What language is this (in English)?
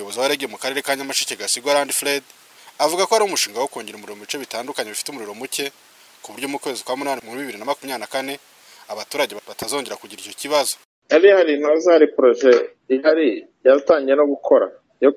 Kinyarwanda